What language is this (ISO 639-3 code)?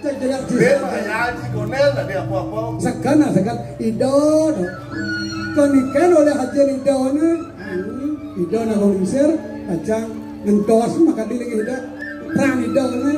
ban